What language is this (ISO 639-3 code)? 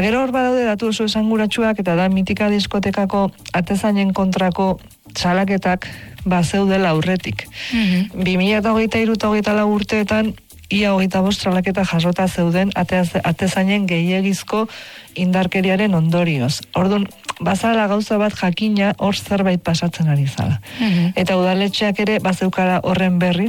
eus